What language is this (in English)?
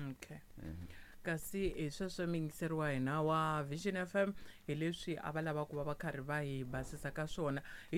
Tsonga